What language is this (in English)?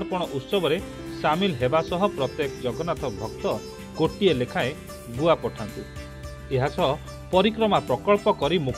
Odia